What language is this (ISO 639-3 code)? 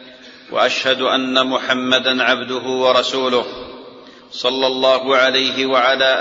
ara